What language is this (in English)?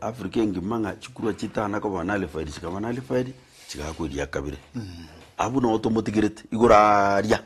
Gusii